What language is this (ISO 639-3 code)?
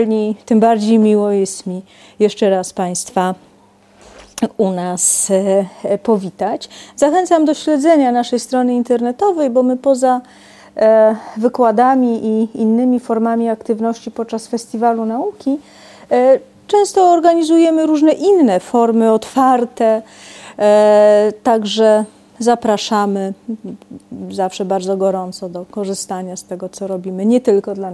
pol